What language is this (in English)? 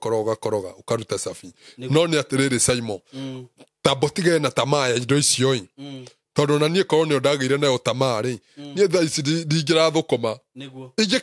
Kikuyu